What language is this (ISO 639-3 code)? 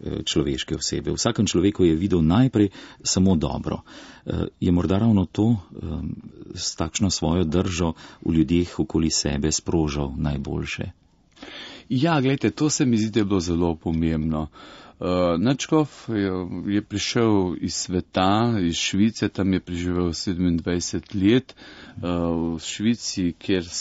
slv